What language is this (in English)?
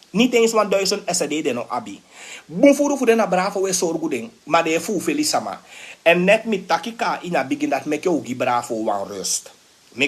Sranan Tongo